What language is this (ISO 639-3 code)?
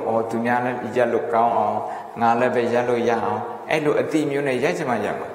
mya